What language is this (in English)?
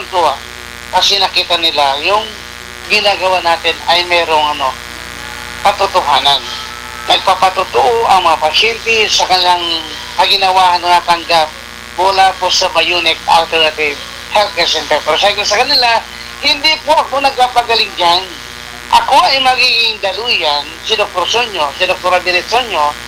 Filipino